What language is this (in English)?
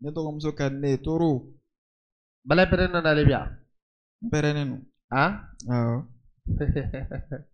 Bambara